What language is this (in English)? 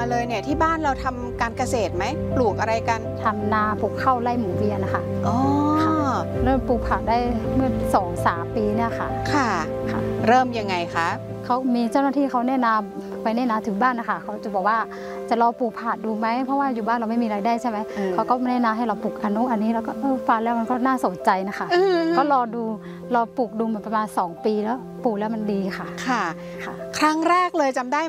Thai